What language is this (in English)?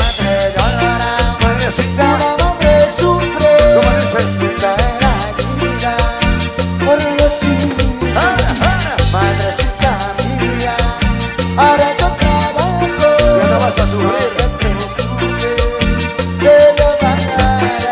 Spanish